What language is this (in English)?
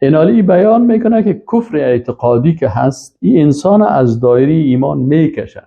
Persian